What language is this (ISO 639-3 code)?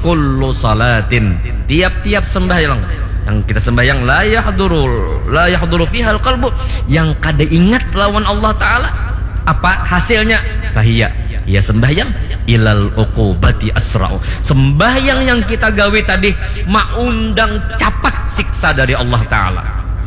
bjn